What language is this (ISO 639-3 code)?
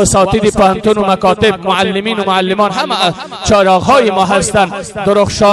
fas